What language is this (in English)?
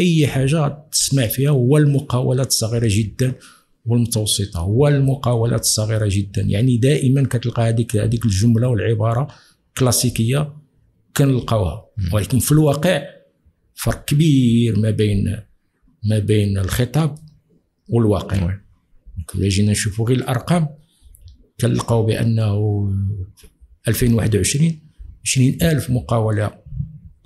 Moroccan Arabic